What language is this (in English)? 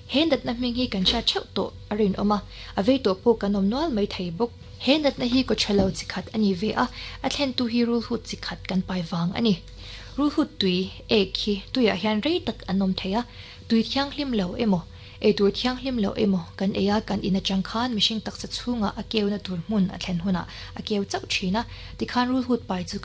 Mizo